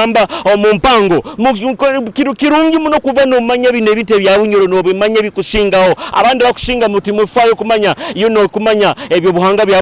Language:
Nyoro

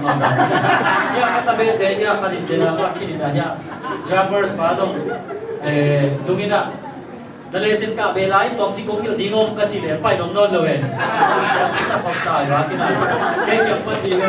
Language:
Tedim Chin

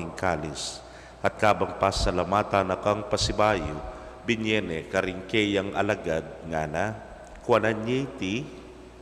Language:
Pampanga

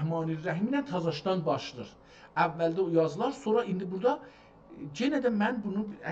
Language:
South Azerbaijani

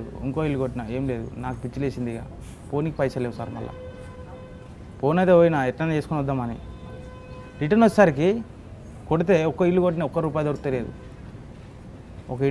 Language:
Telugu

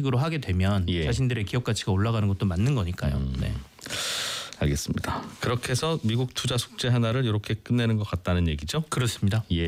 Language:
Korean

